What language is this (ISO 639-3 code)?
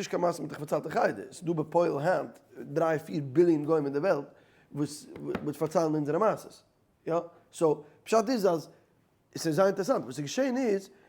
yid